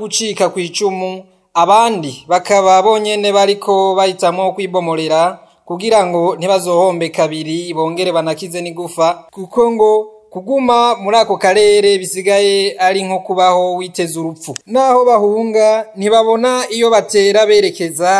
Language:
Rundi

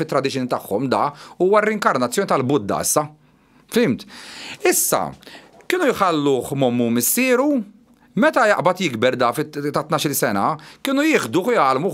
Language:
Maltese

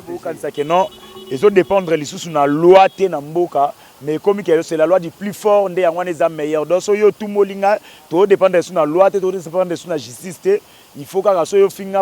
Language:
Lingala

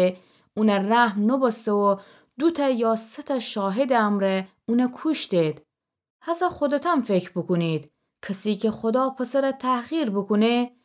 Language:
Gilaki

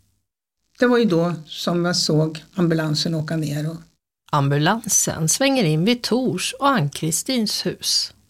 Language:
Swedish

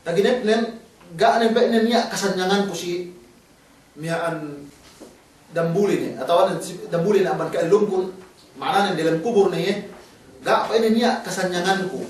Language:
Yakan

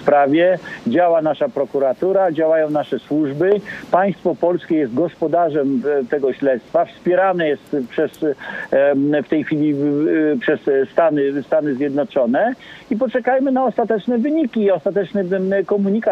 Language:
Polish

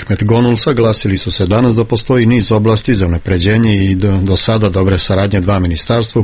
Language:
Serbian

